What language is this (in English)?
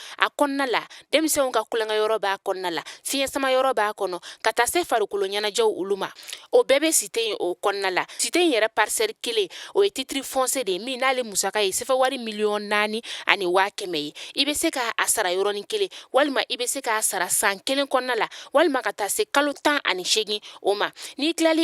Bambara